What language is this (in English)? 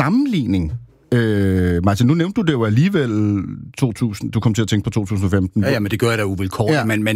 Danish